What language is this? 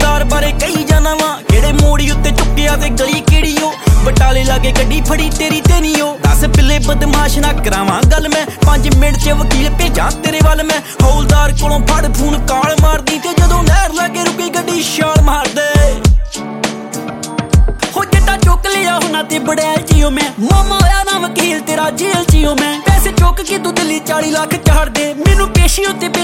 Punjabi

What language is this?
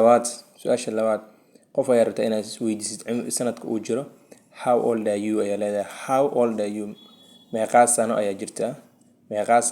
Somali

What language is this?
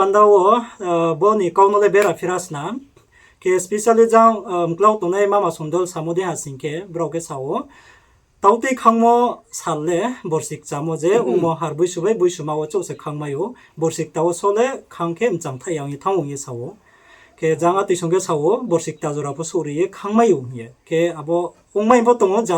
Riang (India)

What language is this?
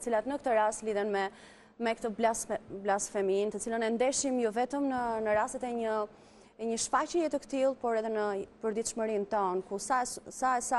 Albanian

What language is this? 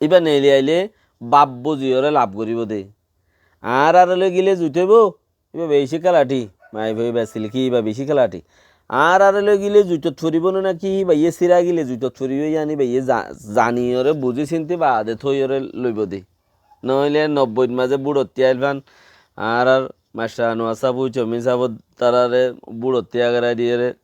Rohingya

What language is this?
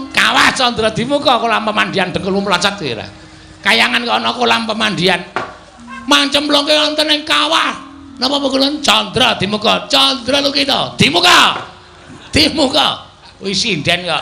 Javanese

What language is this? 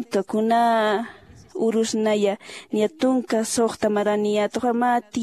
Aymara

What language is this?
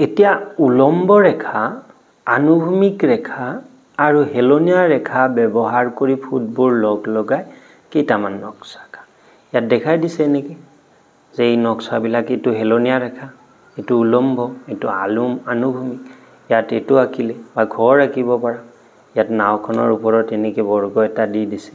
Assamese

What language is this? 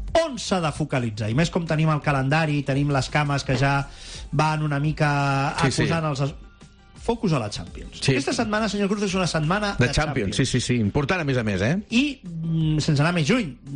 Catalan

